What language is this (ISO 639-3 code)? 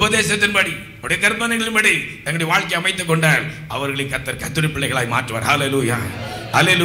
tam